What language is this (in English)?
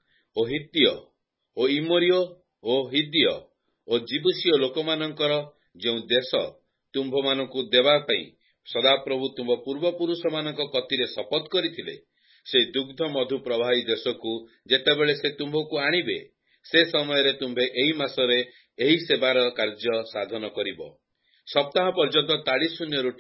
Odia